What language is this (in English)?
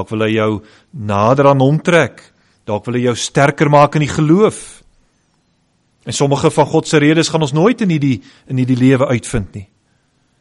Afrikaans